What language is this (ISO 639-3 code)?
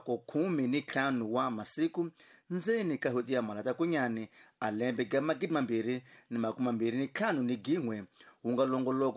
tso